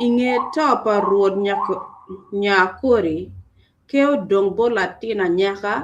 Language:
Acoli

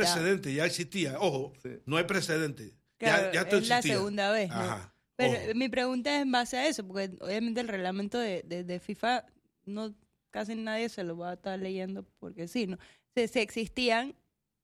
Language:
Spanish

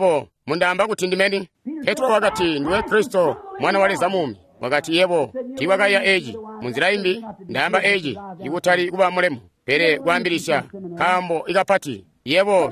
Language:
Tonga (Zambia)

